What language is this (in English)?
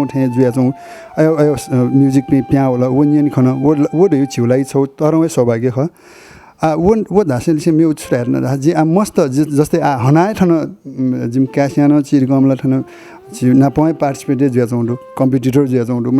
Newari